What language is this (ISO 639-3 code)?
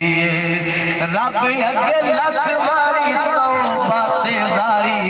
skr